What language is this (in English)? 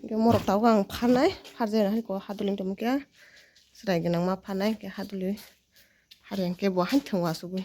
Kok Borok